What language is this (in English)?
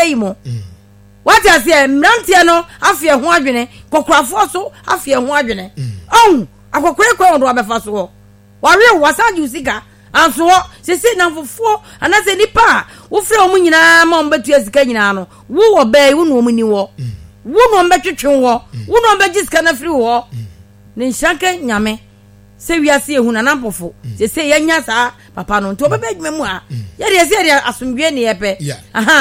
Akan